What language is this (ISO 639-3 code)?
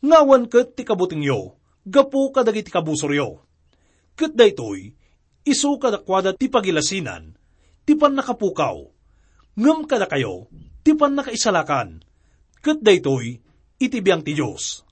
ilo